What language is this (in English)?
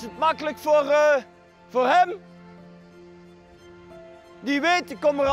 Dutch